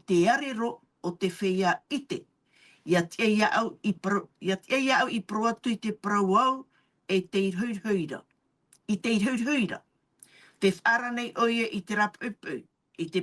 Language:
Tahitian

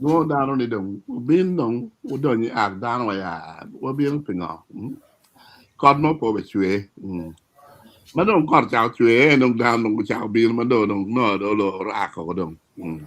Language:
Acoli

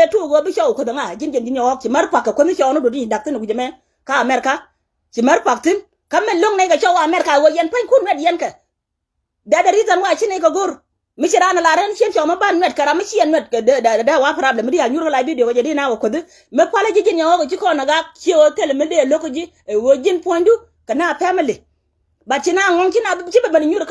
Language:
Nuer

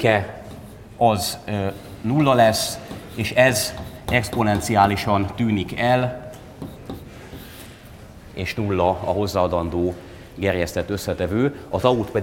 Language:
Hungarian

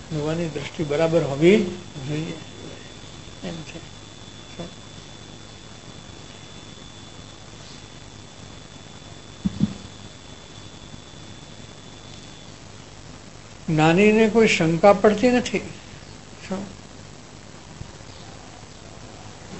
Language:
Gujarati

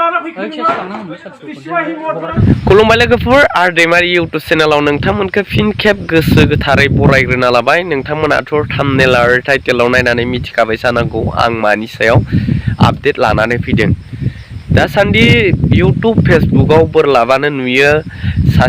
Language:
Bodo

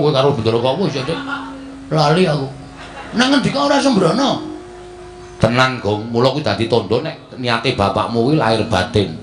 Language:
Javanese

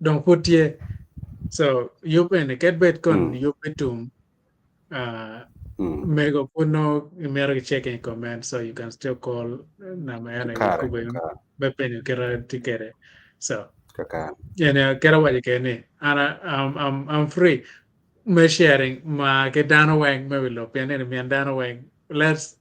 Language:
Acoli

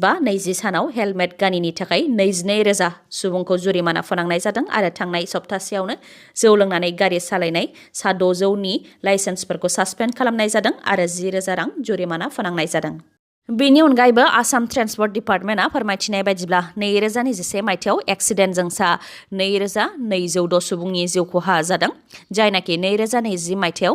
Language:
Bodo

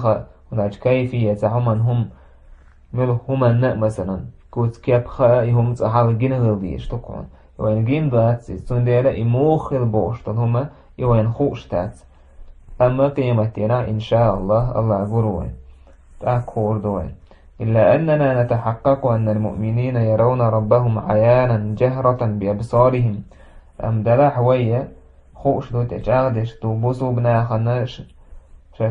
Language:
Chechen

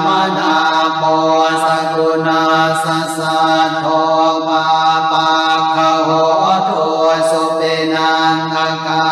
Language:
Pali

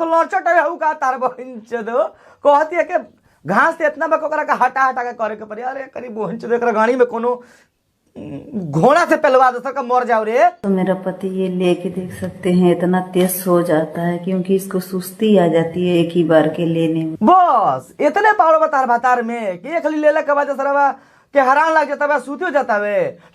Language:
Bhojpuri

